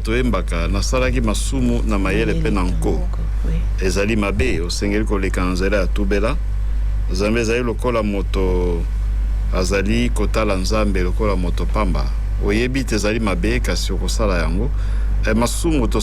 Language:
Lingala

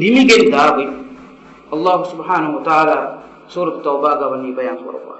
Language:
Divehi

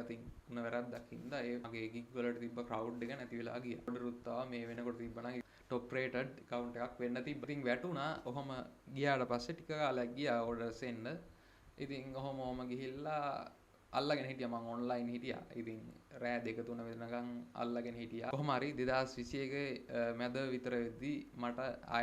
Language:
Sinhala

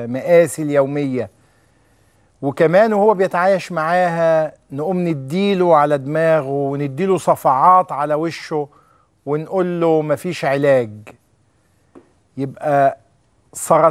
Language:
Egyptian Arabic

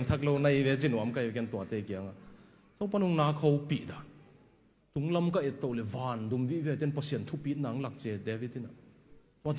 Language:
Tedim Chin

